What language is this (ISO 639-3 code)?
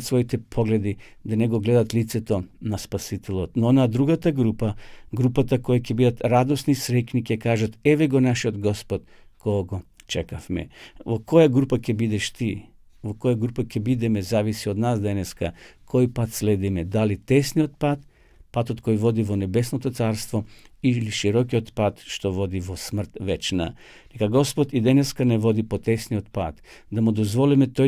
mkd